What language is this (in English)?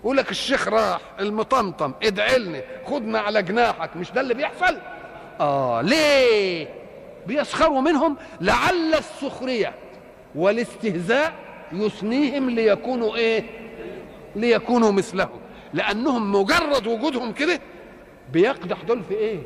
Egyptian Arabic